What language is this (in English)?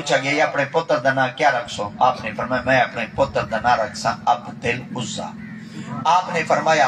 Saraiki